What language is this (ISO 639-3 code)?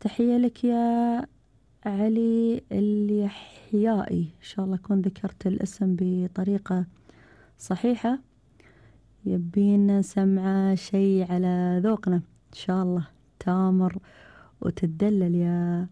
afb